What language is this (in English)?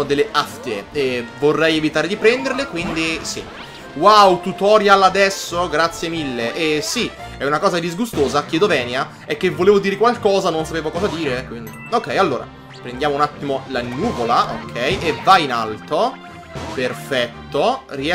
Italian